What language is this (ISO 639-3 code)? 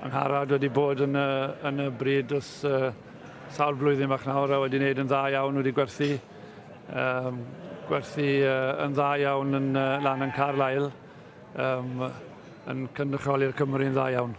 cym